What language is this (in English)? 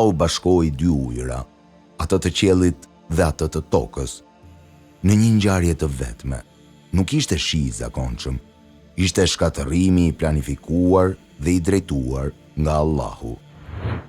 Albanian